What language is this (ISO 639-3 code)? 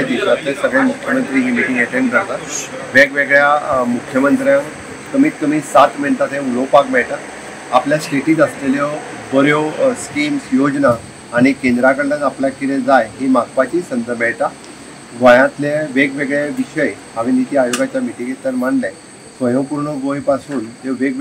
kok